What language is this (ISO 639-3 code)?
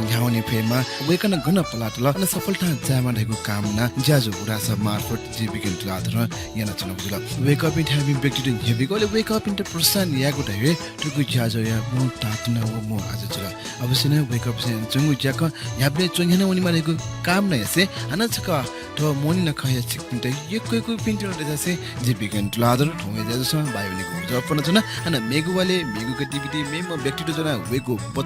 new